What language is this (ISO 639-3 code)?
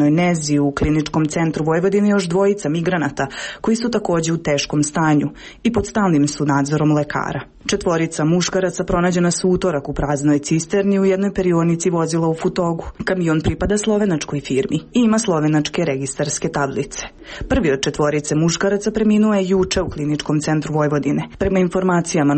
srp